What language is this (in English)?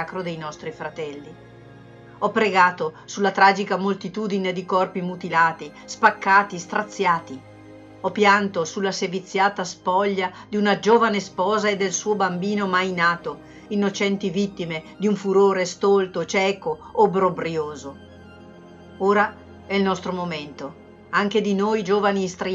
Italian